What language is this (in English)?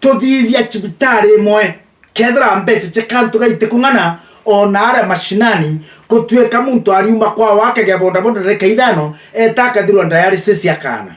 Meru